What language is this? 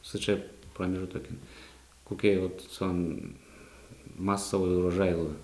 Udmurt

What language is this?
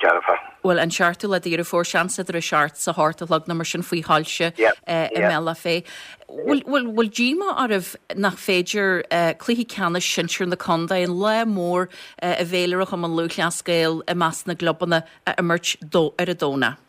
Irish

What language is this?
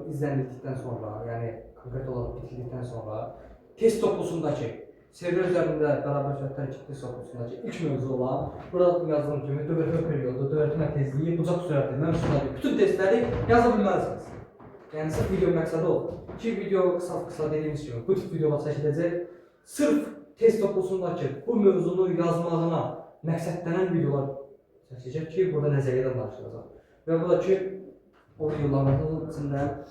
Azerbaijani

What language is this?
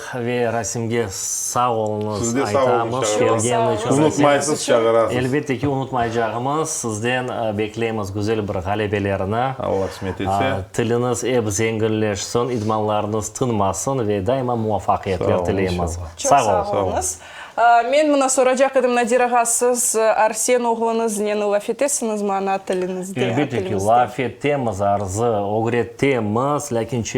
Crimean Tatar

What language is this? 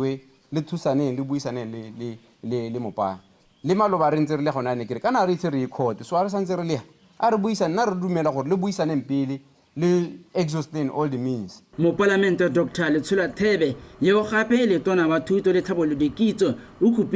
Tswana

